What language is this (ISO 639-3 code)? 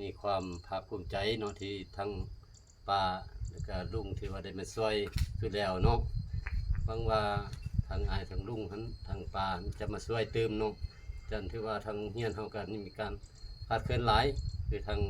lao